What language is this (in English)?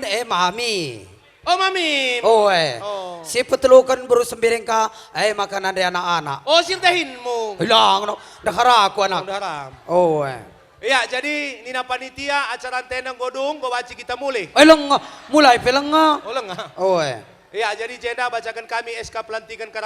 Batak Karo